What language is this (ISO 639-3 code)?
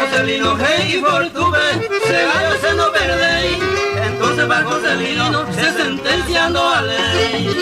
grn